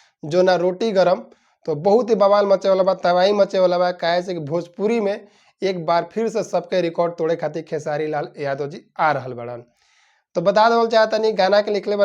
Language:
Bhojpuri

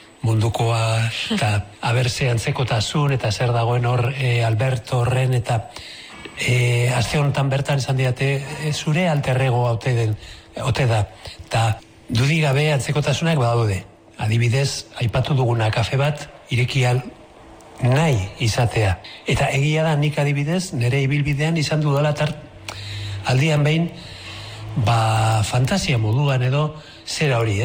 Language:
Basque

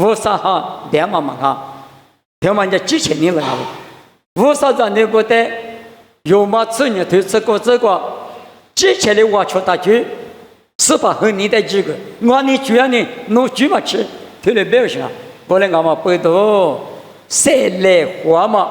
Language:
Lisu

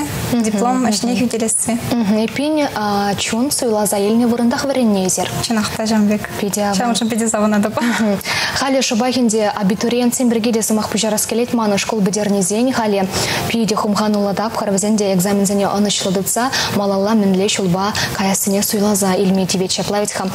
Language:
Chuvash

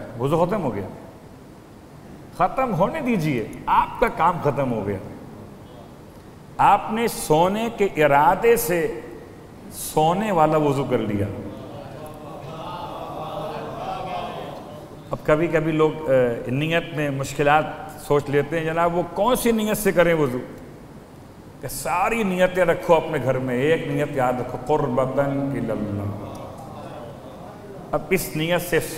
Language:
Urdu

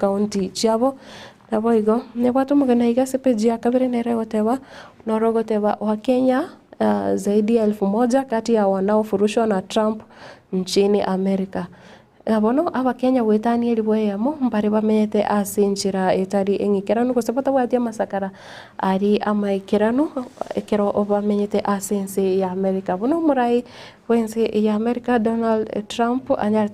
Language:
Gusii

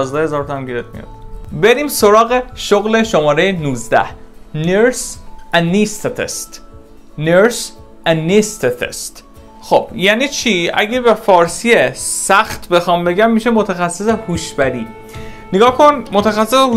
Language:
Persian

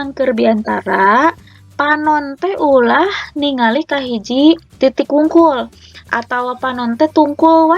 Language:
Sundanese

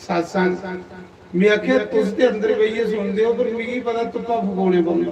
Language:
Dogri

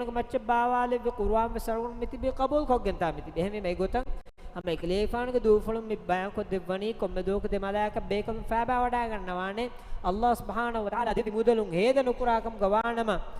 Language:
Divehi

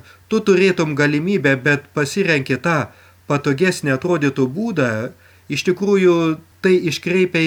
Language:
Lithuanian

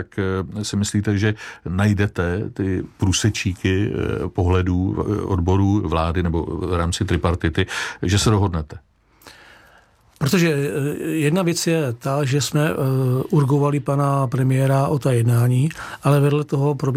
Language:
Czech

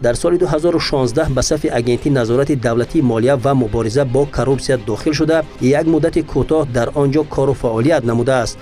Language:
Tajik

